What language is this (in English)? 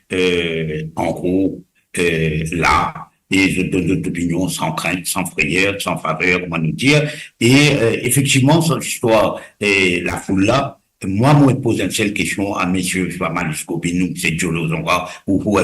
Morisyen